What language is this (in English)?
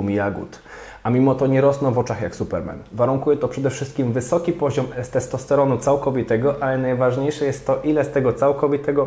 Polish